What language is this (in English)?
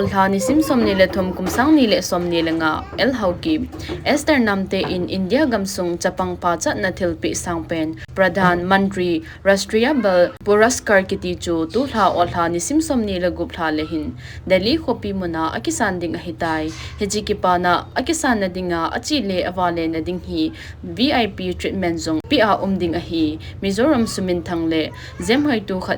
Thado Chin